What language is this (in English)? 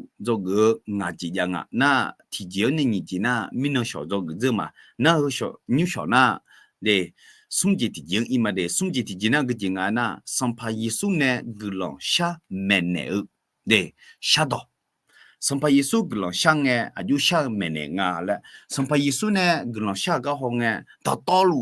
Akha